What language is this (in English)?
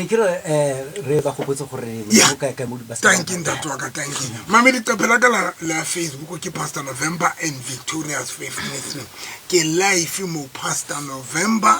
Southern Sotho